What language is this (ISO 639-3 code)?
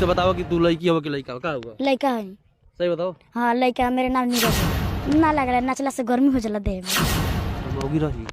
bho